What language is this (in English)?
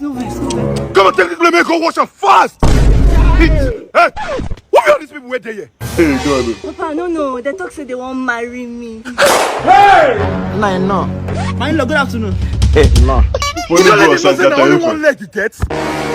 Nigerian Pidgin